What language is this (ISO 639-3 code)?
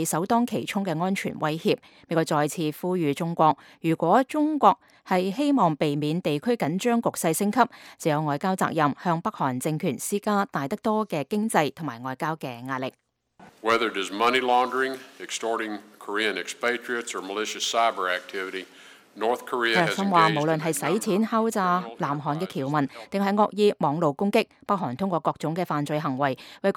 yue